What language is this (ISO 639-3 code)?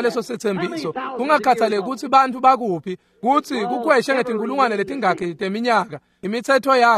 ssw